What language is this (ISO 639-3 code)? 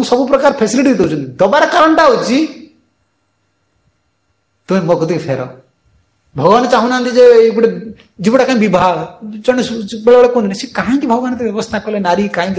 ori